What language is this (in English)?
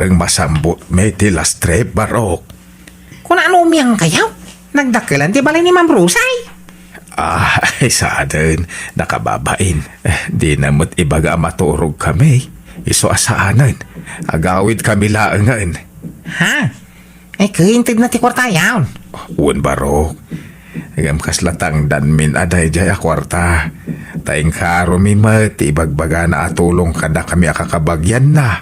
Iloko